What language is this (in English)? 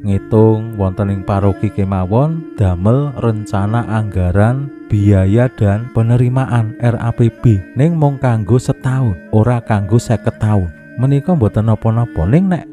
Javanese